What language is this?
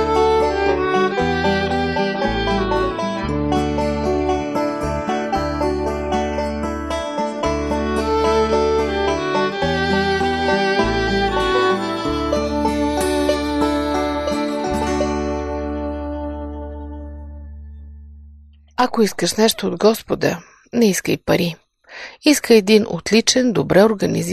Bulgarian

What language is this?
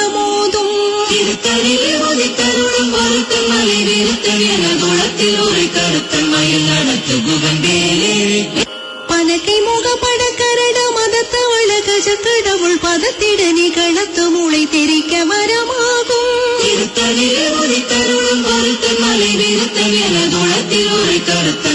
Tamil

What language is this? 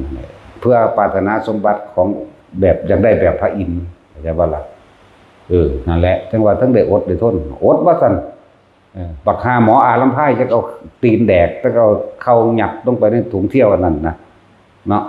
Northeastern Thai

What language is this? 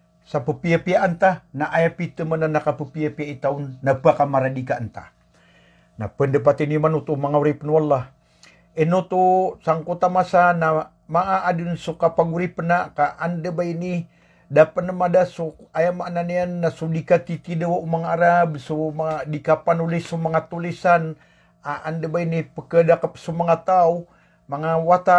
Maranao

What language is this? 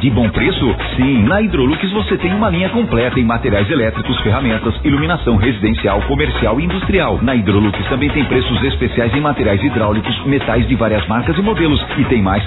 Portuguese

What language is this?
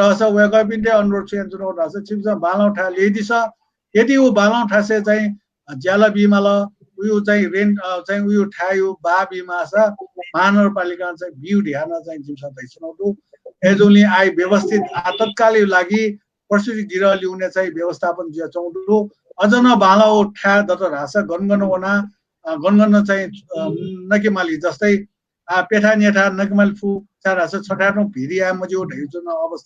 Newari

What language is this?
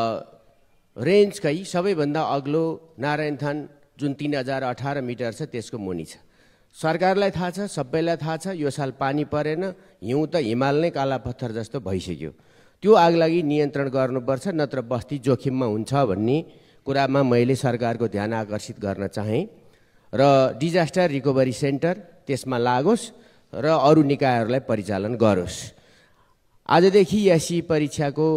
Nepali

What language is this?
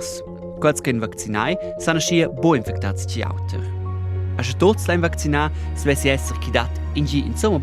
Romansh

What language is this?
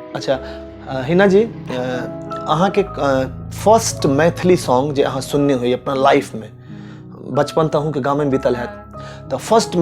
Maithili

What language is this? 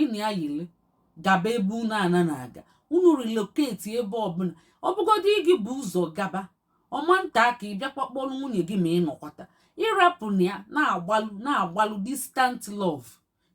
Igbo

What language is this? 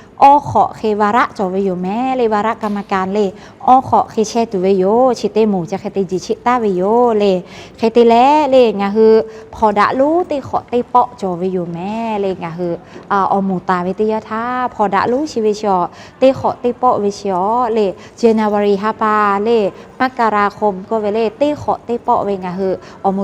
Lahu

